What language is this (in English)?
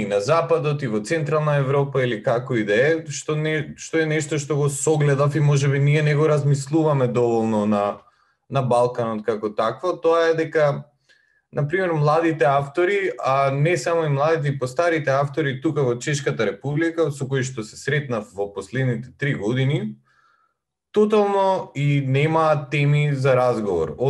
Macedonian